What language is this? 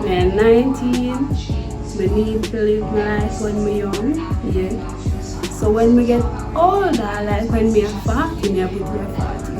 Jamaican Creole English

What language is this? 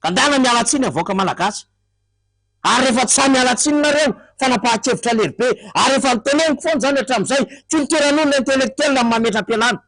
Malagasy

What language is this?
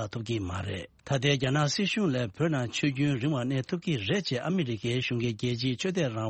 Tibetan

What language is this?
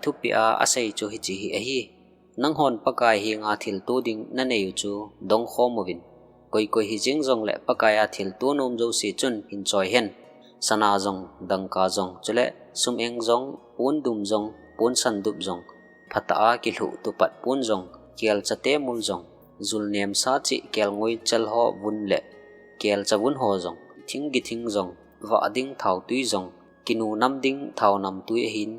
Thado Chin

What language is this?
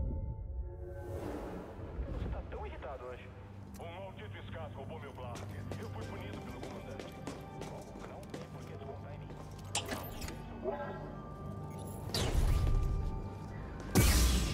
Portuguese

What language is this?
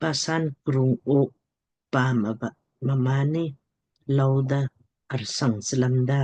Lamkang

